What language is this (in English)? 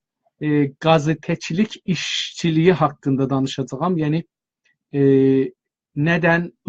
South Azerbaijani